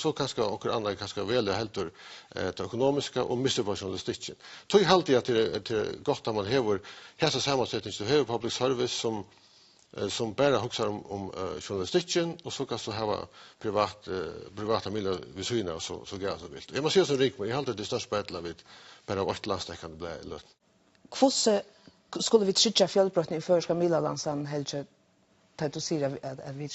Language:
Faroese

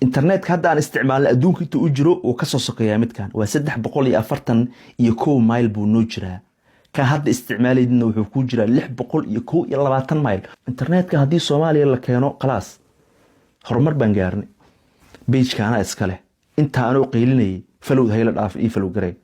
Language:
Somali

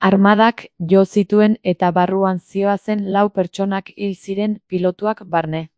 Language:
Basque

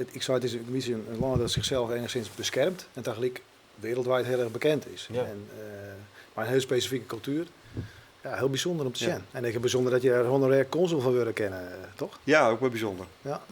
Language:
Western Frisian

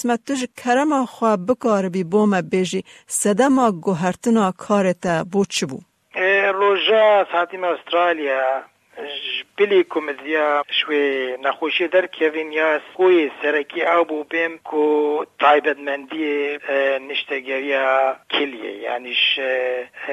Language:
Kurdish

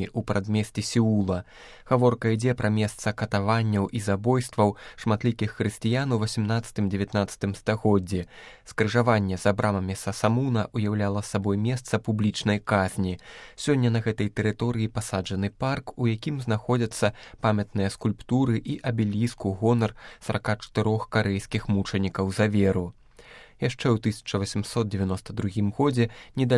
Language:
Belarusian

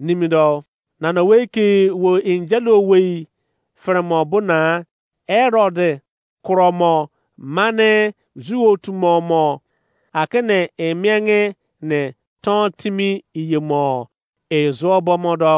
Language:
Izon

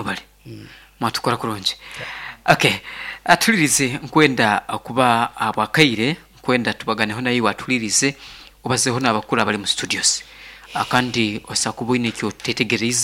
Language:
Nyankole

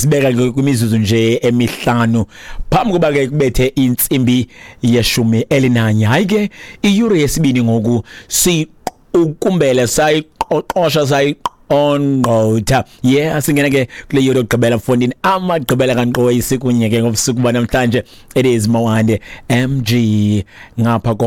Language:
Xhosa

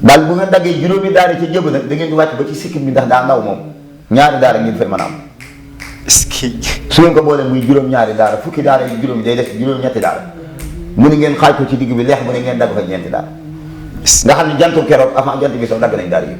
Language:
Wolof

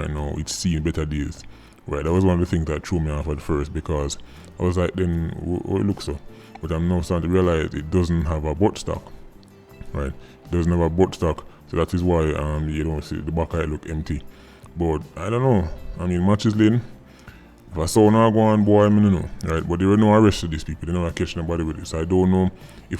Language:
Jamaican Creole English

